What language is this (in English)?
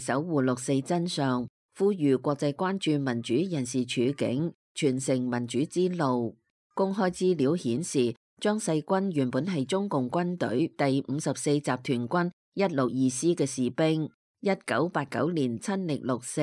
Cantonese